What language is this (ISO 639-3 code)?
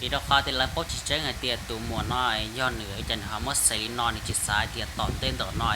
hmn